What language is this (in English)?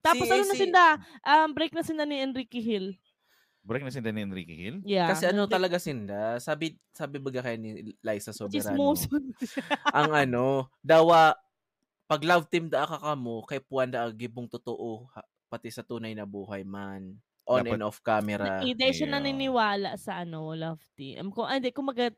Bikol